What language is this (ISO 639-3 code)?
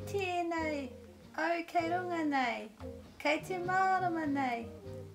mri